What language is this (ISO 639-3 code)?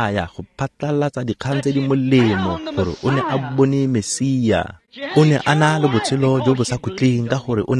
tsn